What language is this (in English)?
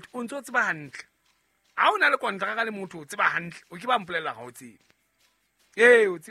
Southern Sotho